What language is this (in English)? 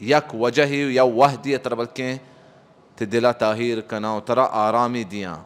Baluchi